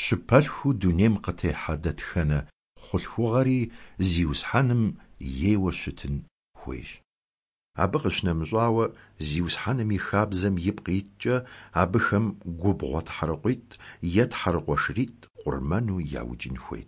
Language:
Kabardian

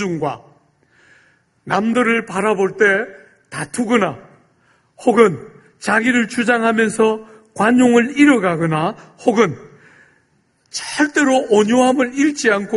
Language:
Korean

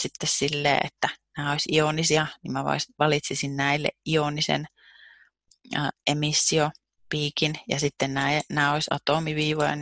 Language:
Finnish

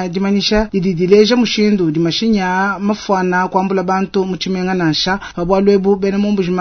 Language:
Luba-Lulua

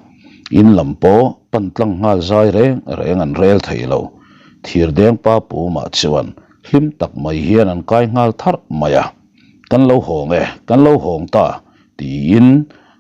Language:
Mizo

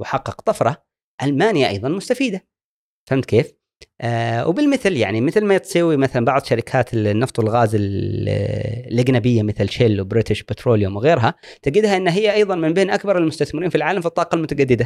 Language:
Gulf Arabic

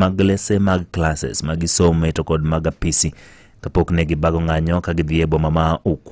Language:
Luo (Kenya and Tanzania)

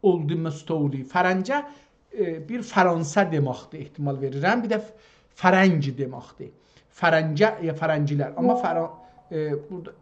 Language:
South Azerbaijani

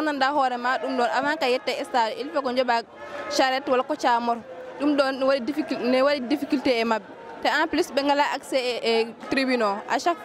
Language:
Fula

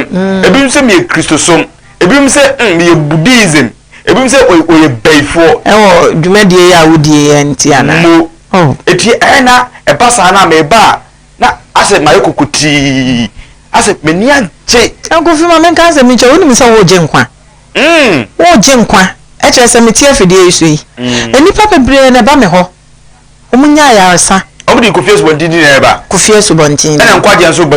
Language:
Akan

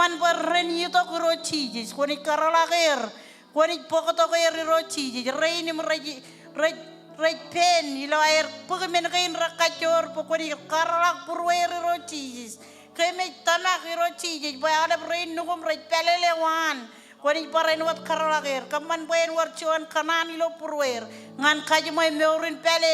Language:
Marshallese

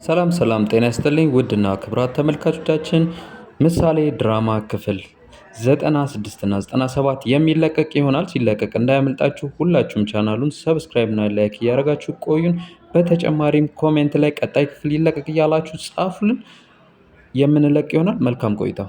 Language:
Amharic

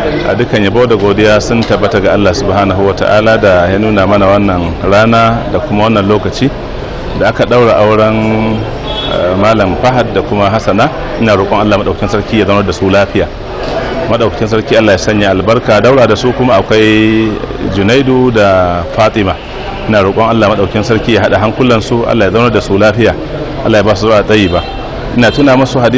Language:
Hausa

